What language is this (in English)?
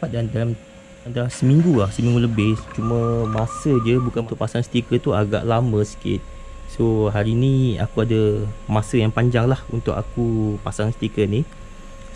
Malay